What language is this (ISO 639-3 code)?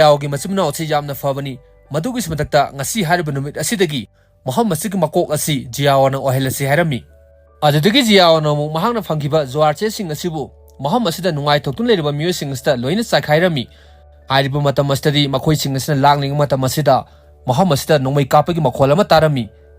mni